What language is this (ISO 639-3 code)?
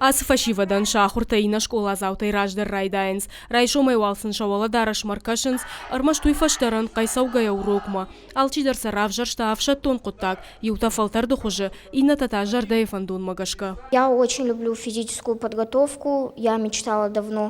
oss